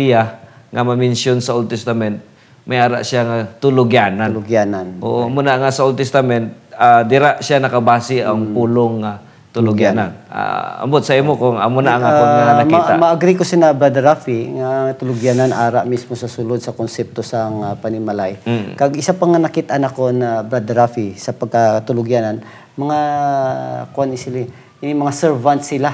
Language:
Hiligaynon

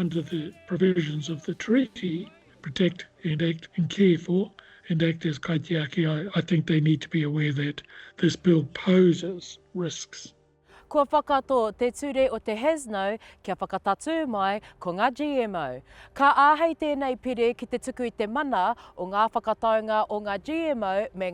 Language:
Māori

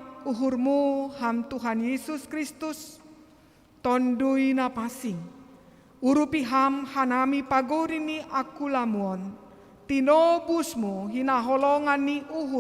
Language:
Batak Simalungun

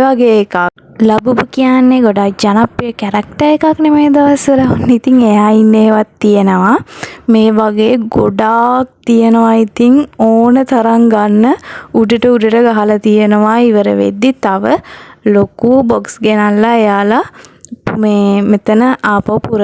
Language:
Sinhala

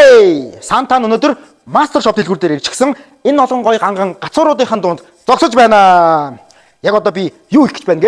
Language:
Mongolian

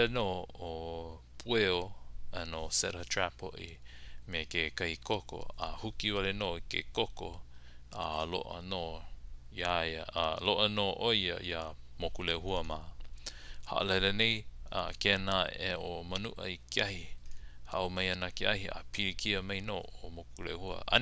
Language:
Hawaiian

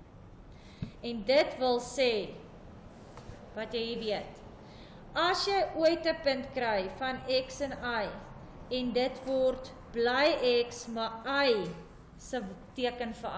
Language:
Afrikaans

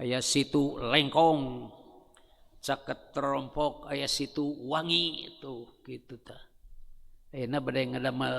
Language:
Sundanese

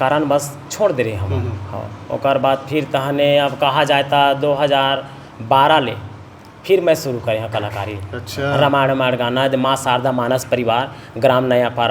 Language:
Chhattisgarhi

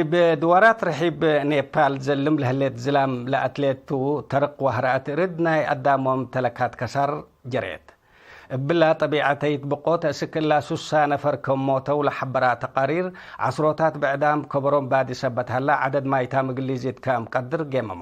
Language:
Tigre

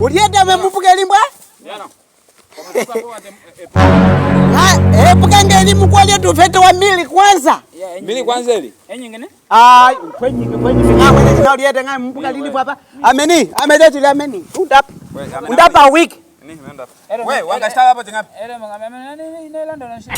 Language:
Nyaneka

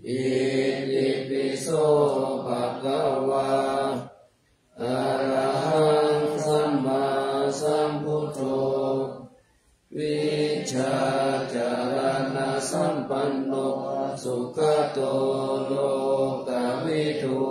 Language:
Pali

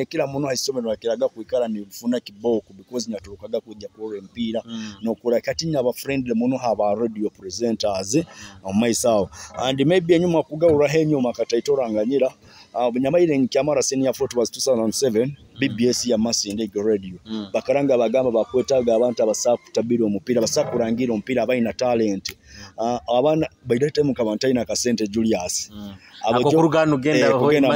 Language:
Nyoro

